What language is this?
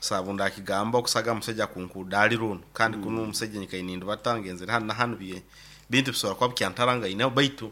Nyoro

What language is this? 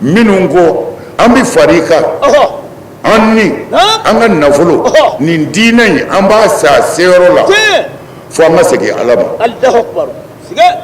Bambara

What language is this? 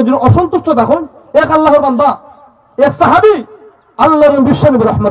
Sylheti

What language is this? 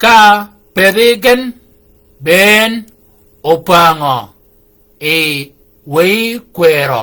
Shilluk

